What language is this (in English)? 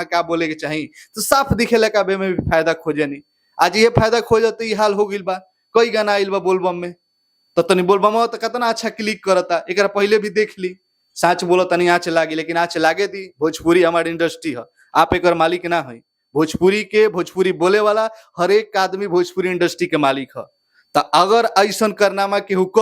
Bhojpuri